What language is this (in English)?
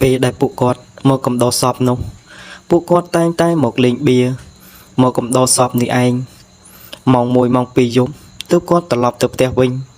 Khmer